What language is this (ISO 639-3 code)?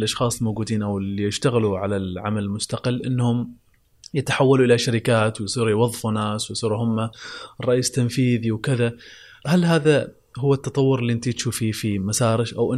afb